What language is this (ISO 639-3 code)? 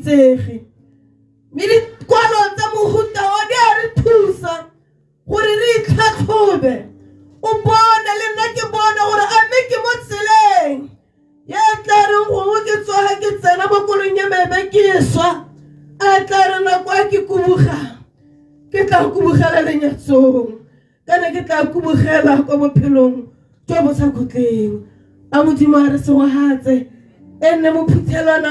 tsn